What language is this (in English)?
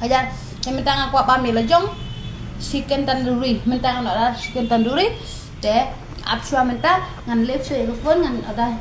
Khasi